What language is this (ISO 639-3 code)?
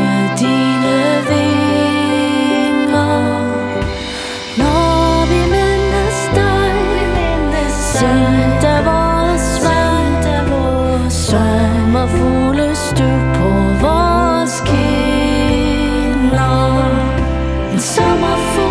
dan